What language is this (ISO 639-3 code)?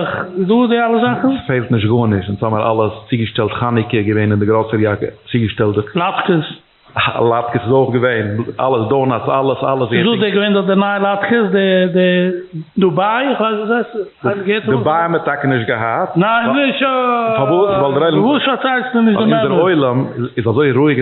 yid